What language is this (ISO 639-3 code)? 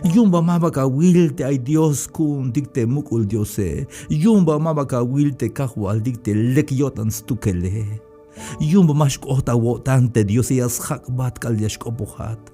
tzh